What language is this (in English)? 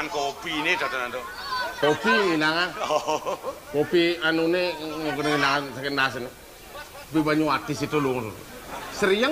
Balinese